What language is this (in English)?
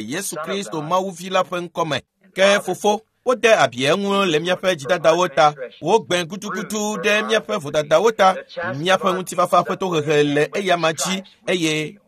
Ewe